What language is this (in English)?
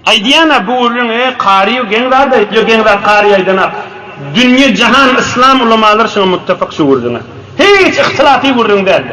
Turkmen